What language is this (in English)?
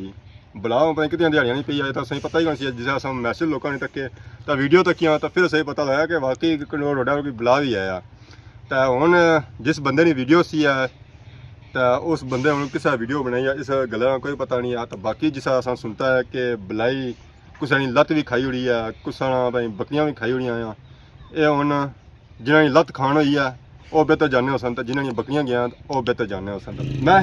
Pahari-Potwari